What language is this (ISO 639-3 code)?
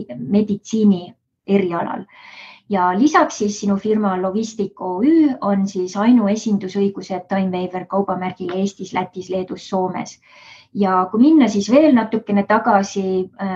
est